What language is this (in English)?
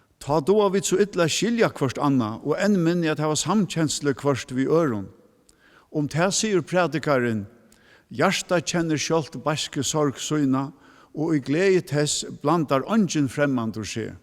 Faroese